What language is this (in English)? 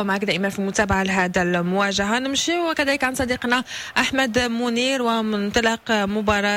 Moroccan Arabic